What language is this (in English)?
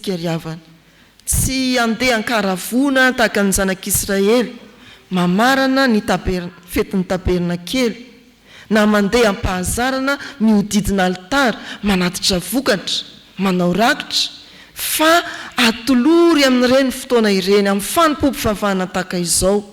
Malagasy